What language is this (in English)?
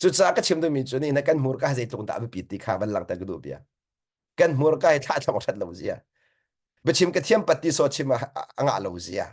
Hakha Chin